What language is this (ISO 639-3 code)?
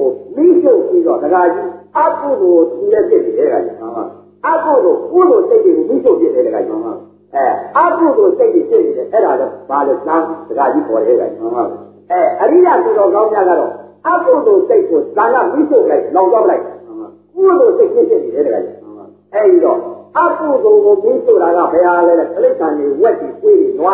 mya